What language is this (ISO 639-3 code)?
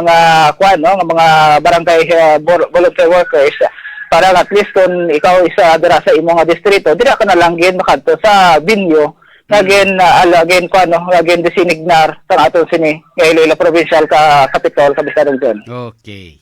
hil